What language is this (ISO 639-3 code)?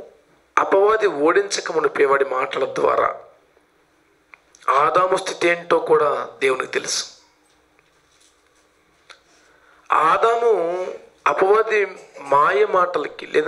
tel